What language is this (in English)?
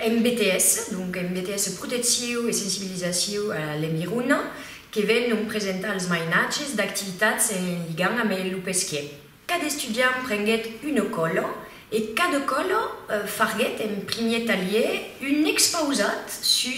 Occitan